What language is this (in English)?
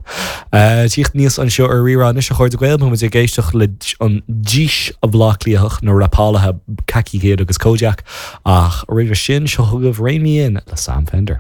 Irish